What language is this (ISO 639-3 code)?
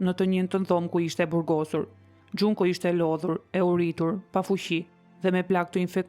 sqi